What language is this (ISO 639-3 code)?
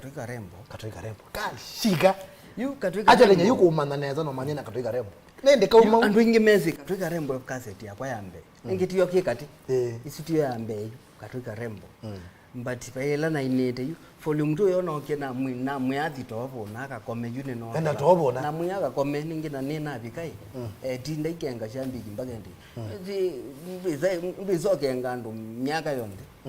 kam